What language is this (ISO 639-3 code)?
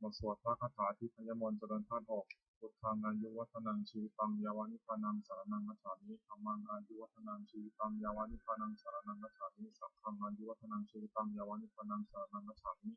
pli